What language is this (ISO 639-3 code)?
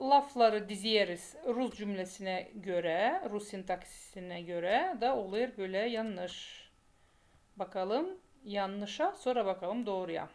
gag